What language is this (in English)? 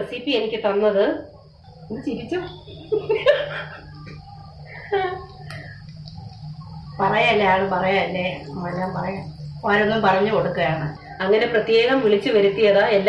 Malayalam